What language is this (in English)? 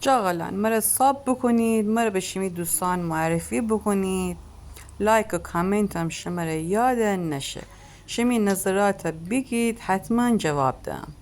Gilaki